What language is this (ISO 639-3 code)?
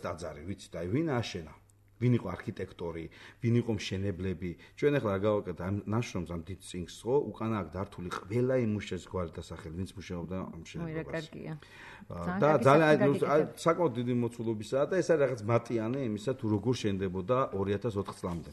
kat